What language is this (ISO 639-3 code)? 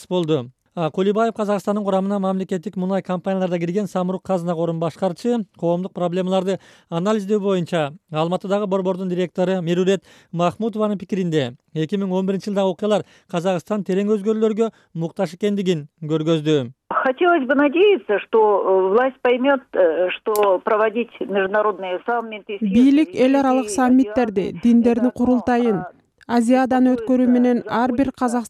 kir